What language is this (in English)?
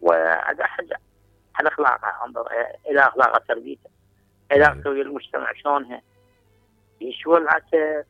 Mesopotamian Arabic